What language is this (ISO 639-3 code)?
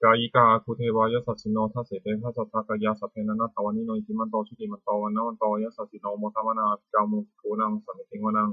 pli